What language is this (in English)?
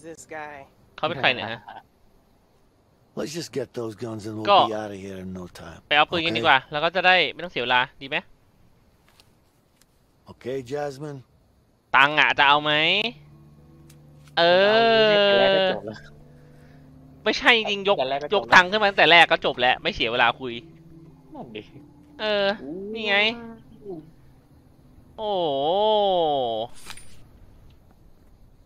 Thai